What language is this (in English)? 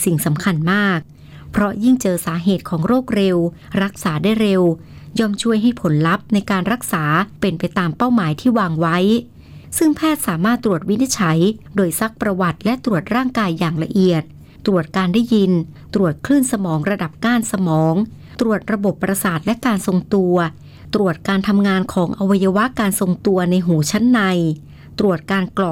Thai